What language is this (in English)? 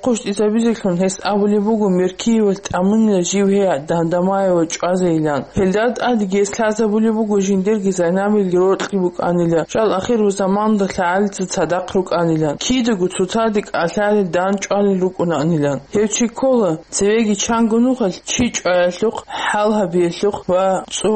Avaric